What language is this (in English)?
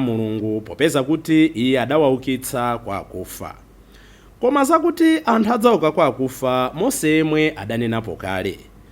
Nyanja